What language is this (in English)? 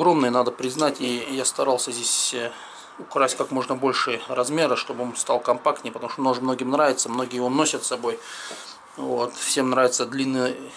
Russian